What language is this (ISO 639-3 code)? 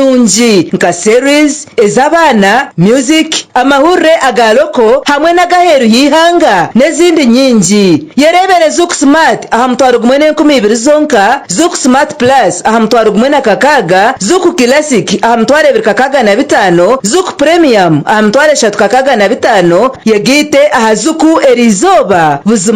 nyn